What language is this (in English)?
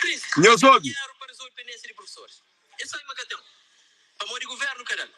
Kabuverdianu